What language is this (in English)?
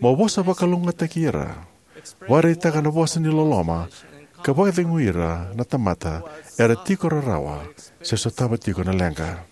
Fijian